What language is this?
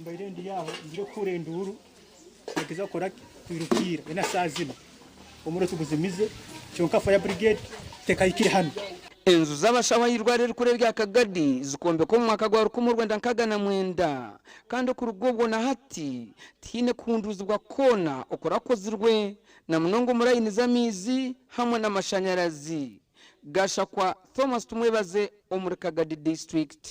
Nyankole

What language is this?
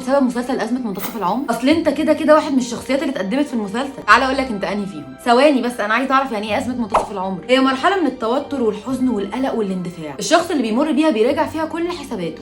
Egyptian Arabic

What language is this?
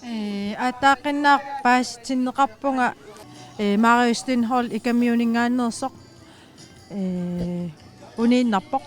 Kalaallisut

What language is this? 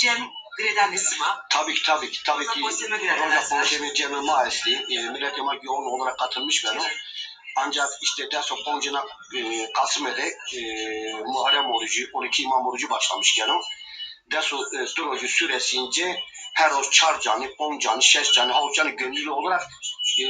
Zaza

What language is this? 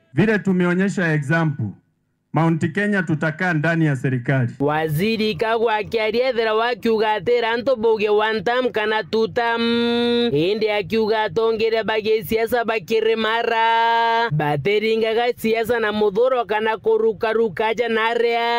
Meru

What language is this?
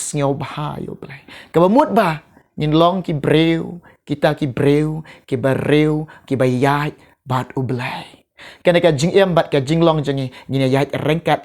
Khasi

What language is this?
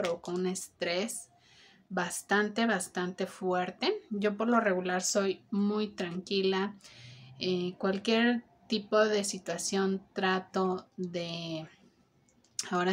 Spanish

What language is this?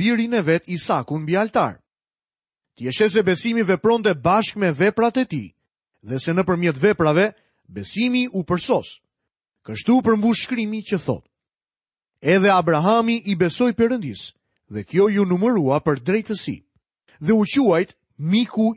Albanian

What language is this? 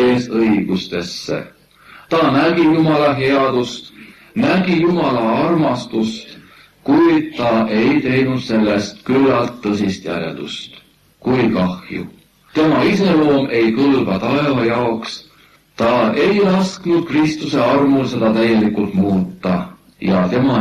Estonian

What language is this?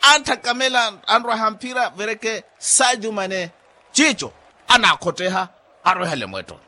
Makhuwa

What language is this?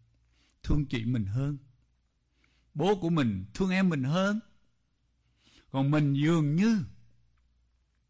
Vietnamese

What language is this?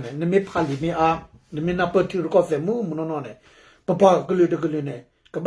S'gaw Karen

